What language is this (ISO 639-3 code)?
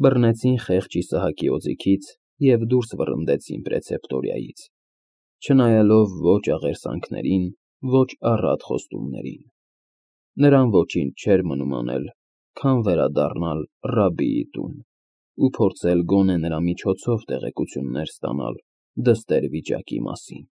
hye